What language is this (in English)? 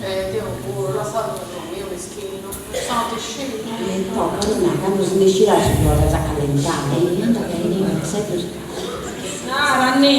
Sardinian